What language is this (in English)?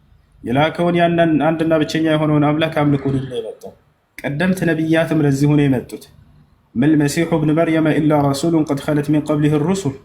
Amharic